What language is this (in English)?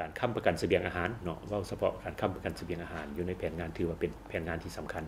Lao